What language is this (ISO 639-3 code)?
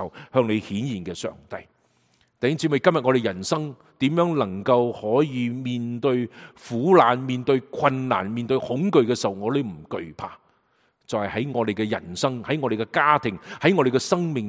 yue